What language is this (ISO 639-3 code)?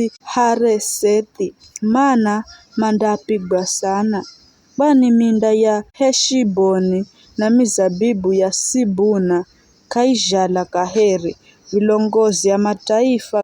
nyf